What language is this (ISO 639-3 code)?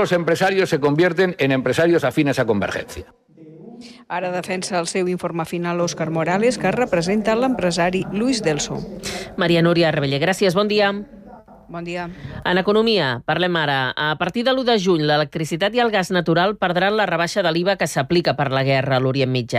cat